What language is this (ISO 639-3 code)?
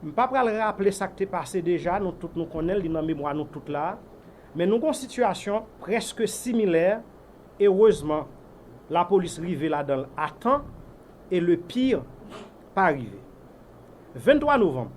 hat